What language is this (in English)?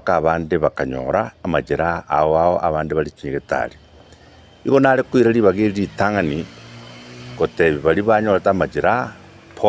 Gusii